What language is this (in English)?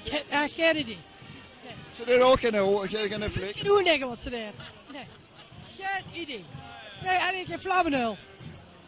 Limburgish